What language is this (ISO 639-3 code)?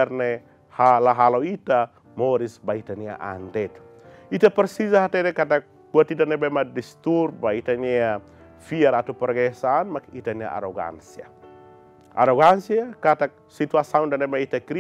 tet